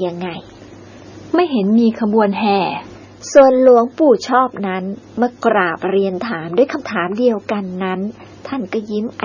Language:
Thai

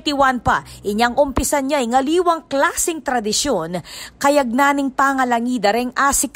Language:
Pampanga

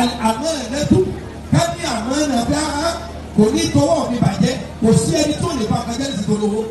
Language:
Yoruba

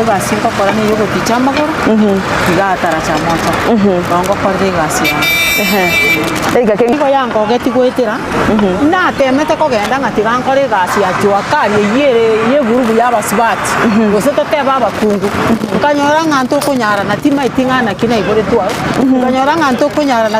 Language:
Gusii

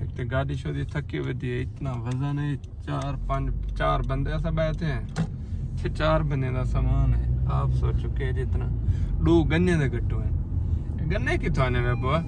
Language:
Saraiki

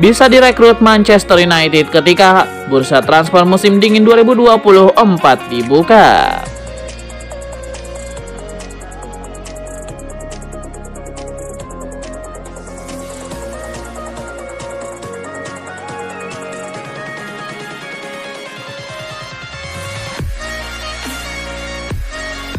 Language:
Indonesian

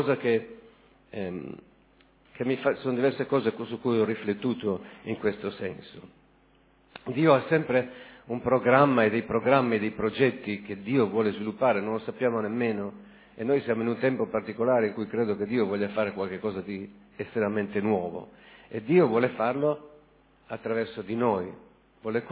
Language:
Italian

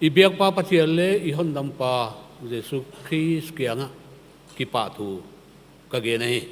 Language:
Paite Chin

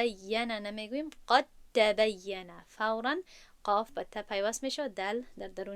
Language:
Tajik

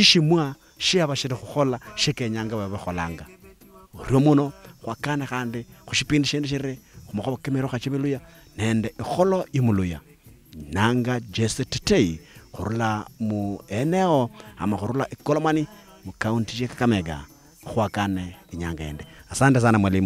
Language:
Luyia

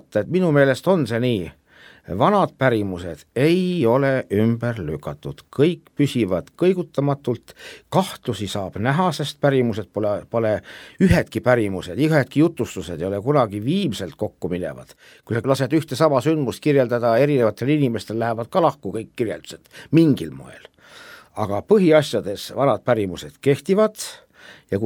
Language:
Estonian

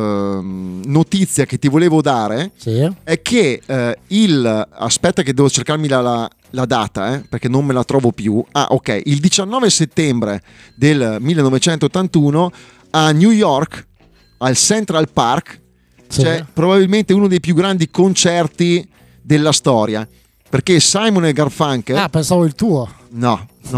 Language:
Italian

